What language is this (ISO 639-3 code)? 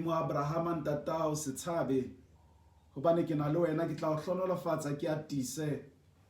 sot